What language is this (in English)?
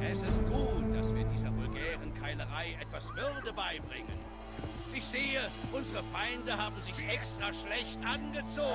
Swiss German